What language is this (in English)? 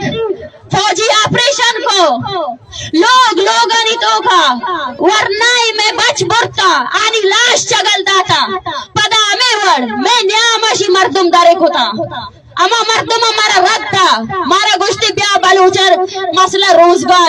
Baluchi